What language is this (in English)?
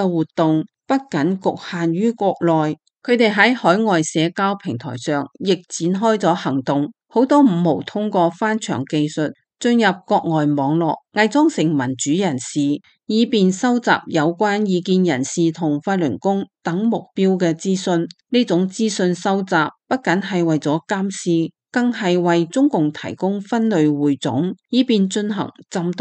Cantonese